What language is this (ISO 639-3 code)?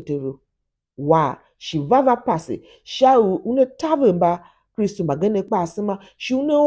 tiv